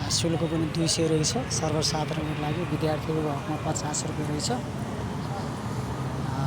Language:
Nepali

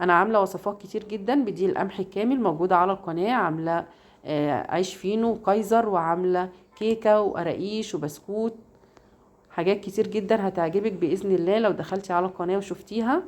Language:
Egyptian Arabic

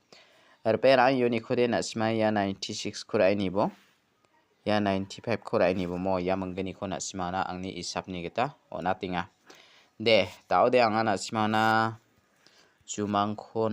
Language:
Garo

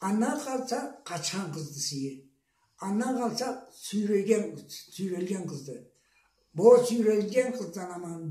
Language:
Karachay-Balkar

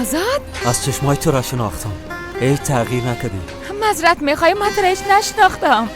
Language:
Persian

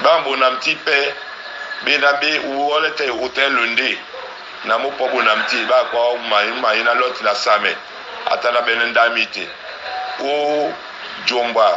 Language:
Duala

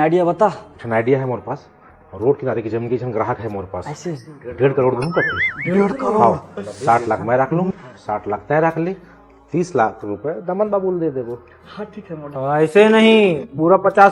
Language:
Chhattisgarhi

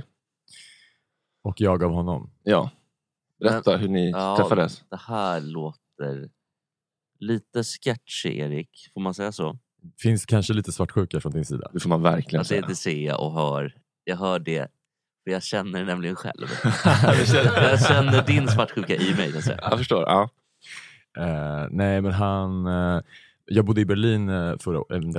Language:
Swedish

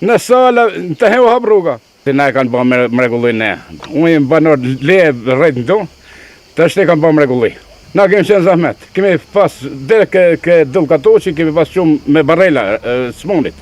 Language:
Albanian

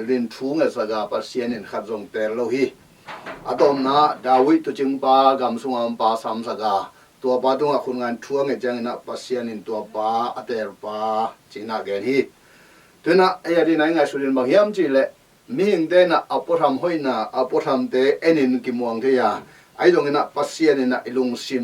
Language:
Tedim Chin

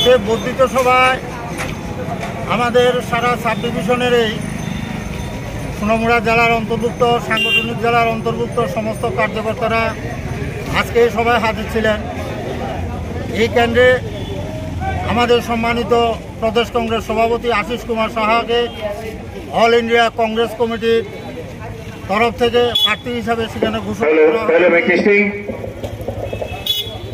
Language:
Bangla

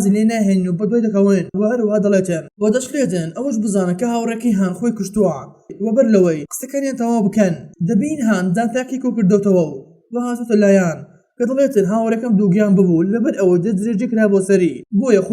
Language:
Central Kurdish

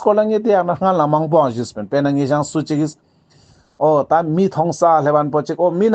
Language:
Ladakhi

